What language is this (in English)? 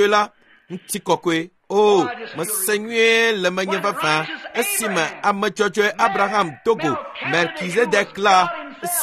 Ewe